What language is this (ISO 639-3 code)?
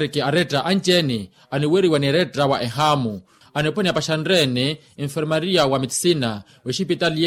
vmw